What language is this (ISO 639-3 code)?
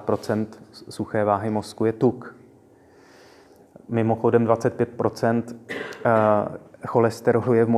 ces